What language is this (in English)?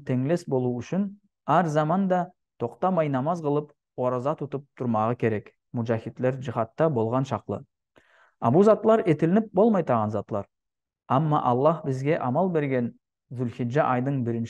Nogai